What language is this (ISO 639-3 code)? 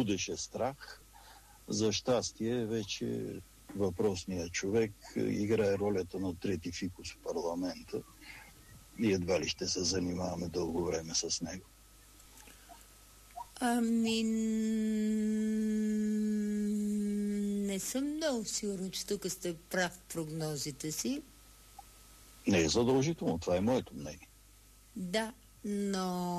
bul